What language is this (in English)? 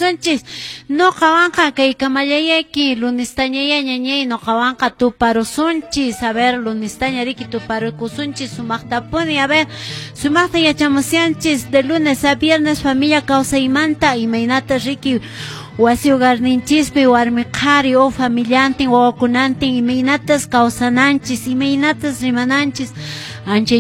Quechua